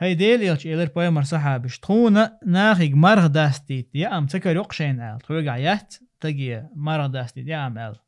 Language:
Chechen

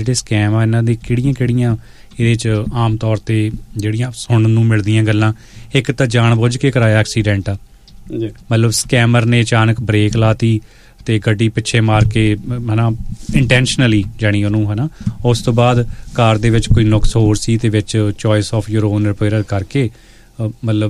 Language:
Punjabi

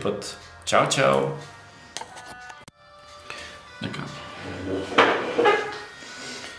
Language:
Bulgarian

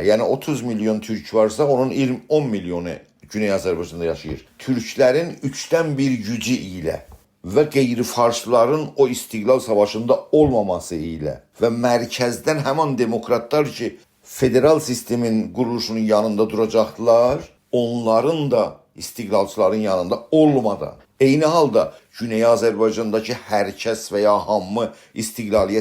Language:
South Azerbaijani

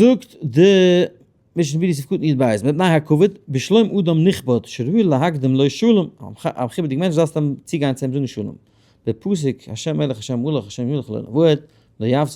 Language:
Yiddish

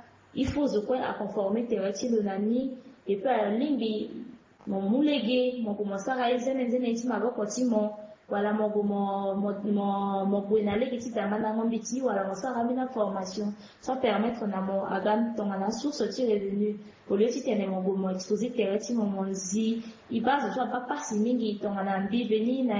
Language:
Sango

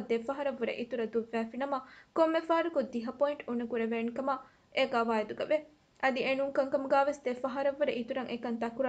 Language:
Divehi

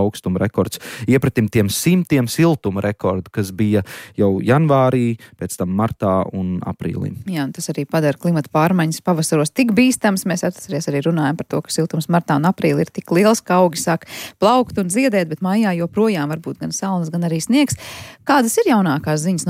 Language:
Latvian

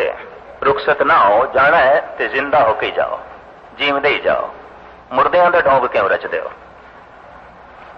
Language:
Punjabi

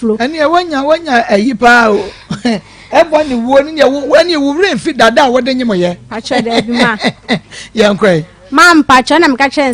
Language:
Akan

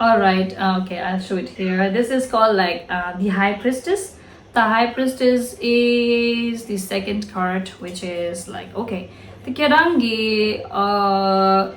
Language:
Tibetan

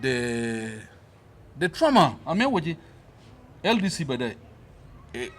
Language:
Acoli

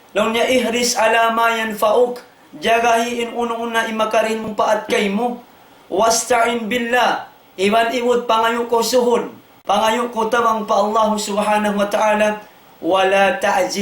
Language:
Tausug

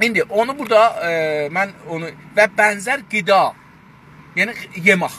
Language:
South Azerbaijani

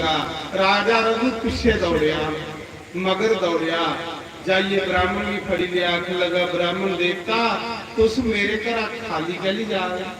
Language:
Dogri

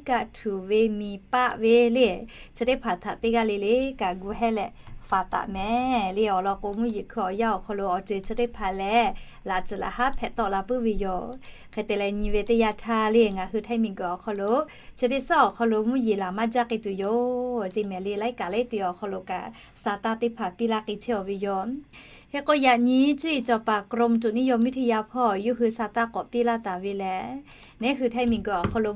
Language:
Lahu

